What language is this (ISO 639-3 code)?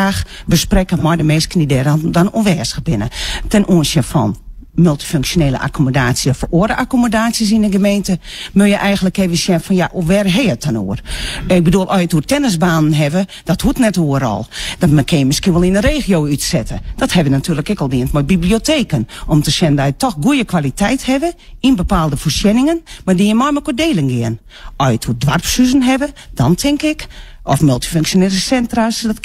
fry